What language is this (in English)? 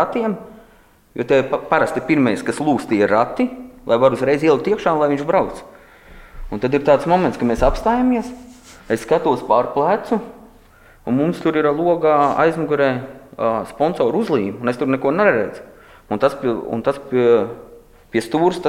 Latvian